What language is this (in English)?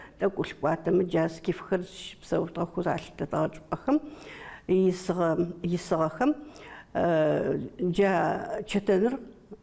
Adyghe